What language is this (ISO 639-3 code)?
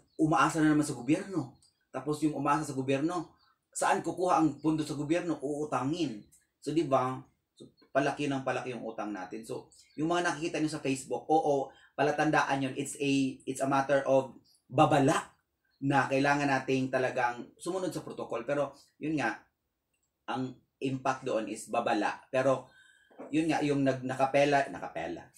fil